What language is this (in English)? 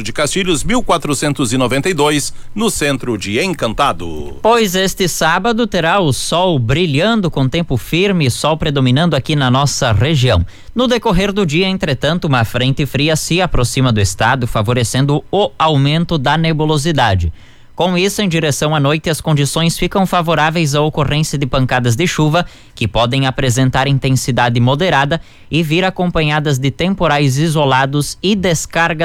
Portuguese